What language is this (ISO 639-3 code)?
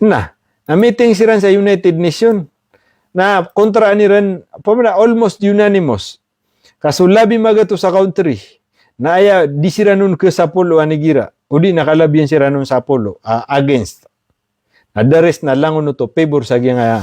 mrw